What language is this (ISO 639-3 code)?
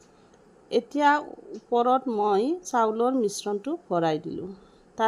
asm